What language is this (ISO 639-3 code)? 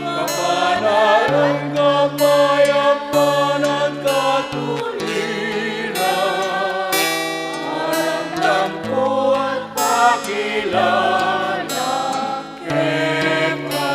pam